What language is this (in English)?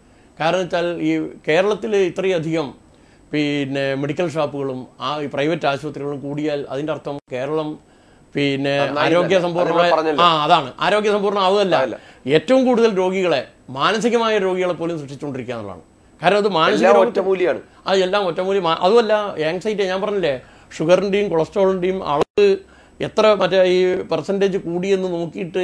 Malayalam